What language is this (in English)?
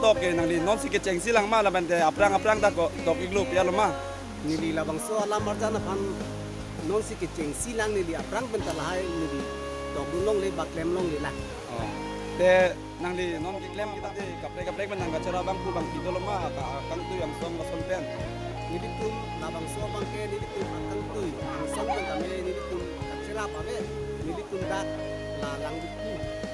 Karbi